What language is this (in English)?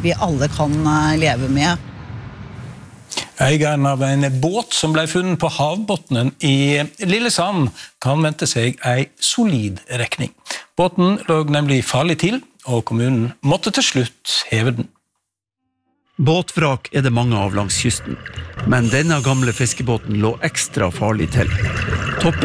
Norwegian